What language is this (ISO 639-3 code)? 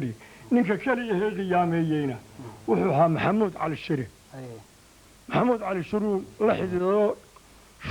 som